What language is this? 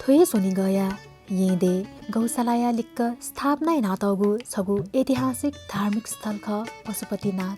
Newari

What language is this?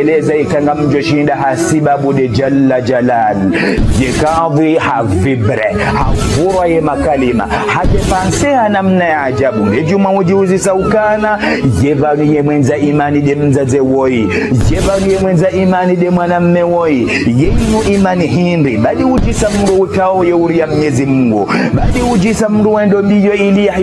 Ngazidja Comorian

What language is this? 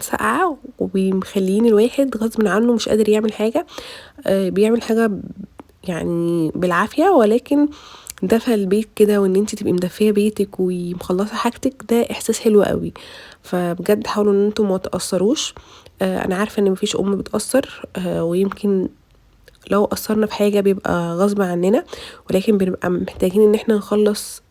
Egyptian Arabic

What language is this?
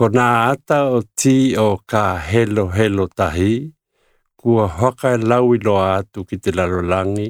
Tokelau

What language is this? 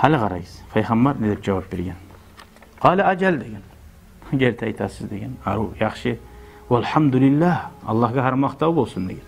Kumyk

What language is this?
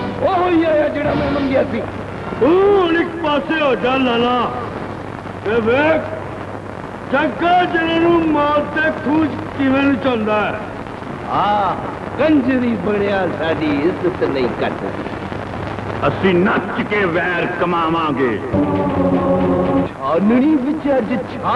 Punjabi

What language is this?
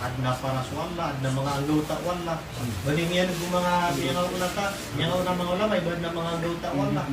Maranao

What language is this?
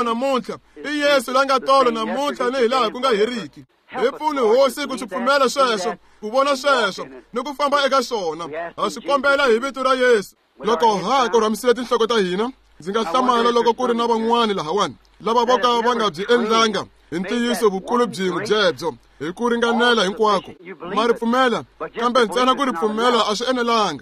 Tsonga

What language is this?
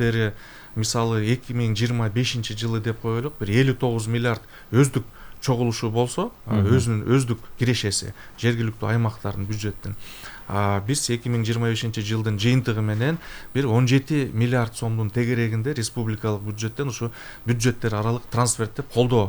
Kyrgyz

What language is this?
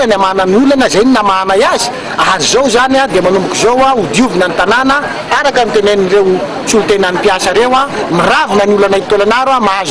Malagasy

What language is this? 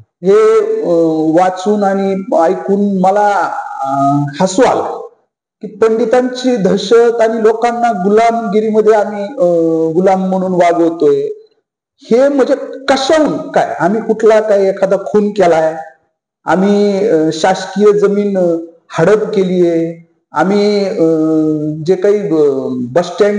Marathi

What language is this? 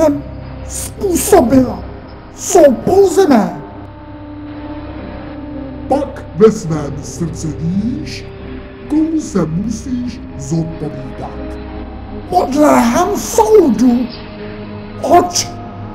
Czech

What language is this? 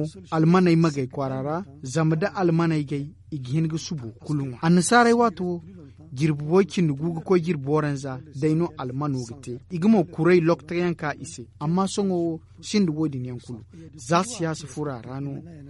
Zarma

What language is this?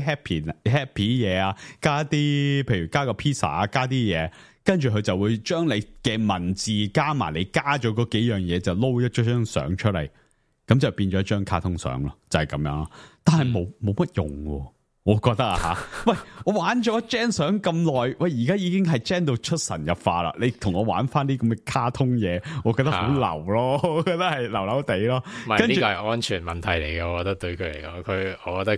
Cantonese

